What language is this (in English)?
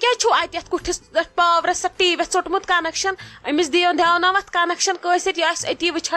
Kashmiri